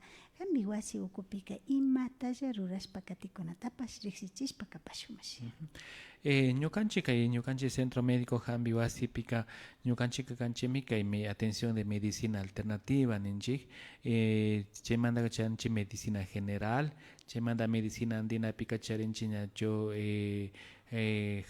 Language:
Imbabura Highland Quichua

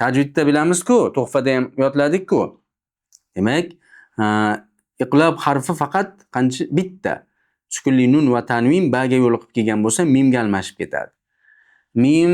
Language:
Uzbek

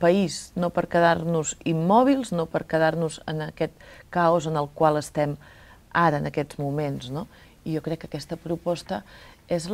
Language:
Catalan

